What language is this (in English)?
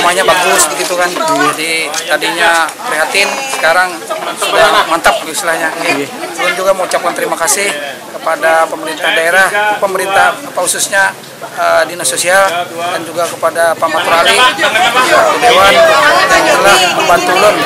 Banjar